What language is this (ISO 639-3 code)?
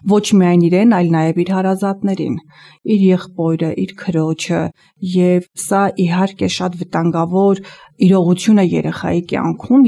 hye